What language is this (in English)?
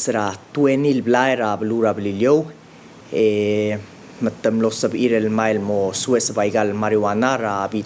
Palauan